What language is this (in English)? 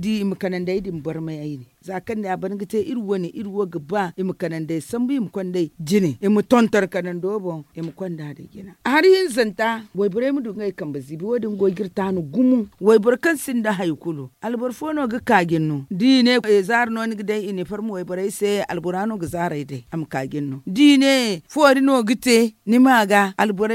Zarma